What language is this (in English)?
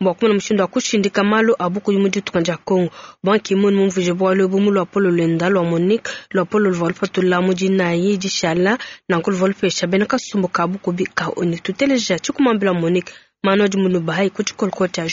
Luba-Lulua